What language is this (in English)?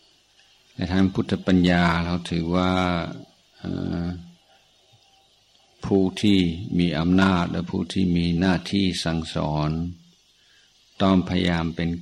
Thai